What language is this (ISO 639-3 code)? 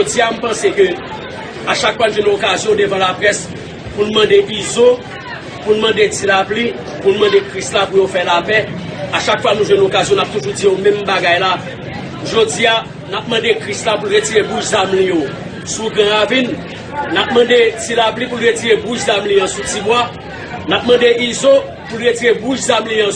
hat